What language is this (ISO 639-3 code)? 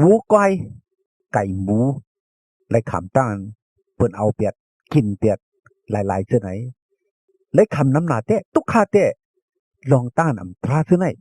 shn